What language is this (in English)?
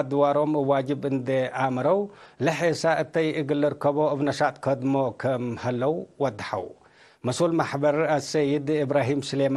Tigre